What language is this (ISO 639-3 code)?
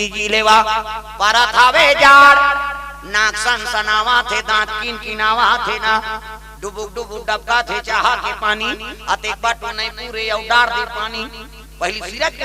hne